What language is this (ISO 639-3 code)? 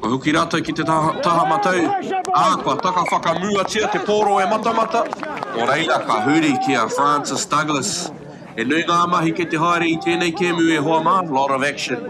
mri